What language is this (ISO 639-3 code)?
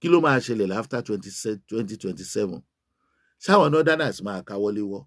yor